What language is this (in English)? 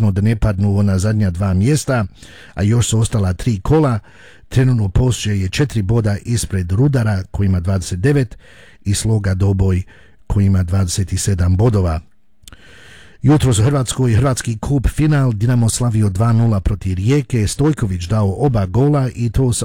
Croatian